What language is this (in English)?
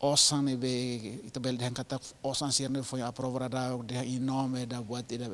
Tetum